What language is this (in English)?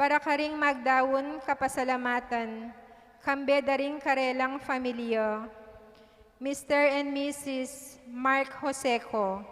Pampanga